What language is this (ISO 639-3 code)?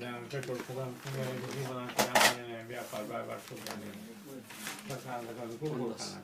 kok